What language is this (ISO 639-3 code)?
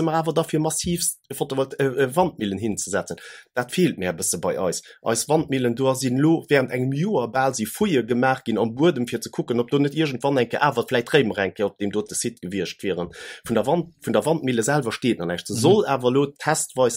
ltz